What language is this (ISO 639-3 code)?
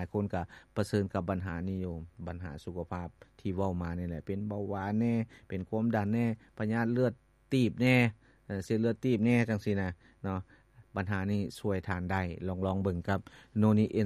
lao